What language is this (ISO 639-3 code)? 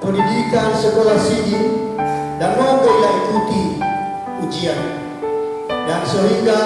nia